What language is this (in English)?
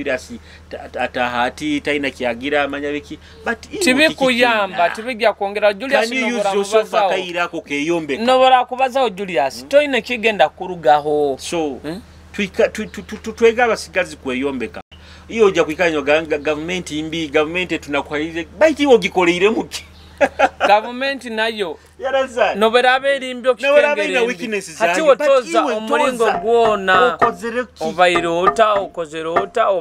Nyoro